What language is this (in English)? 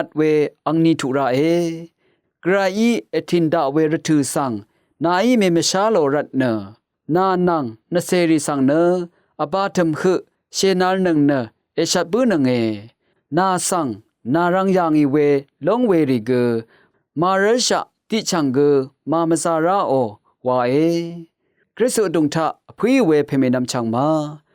Rawang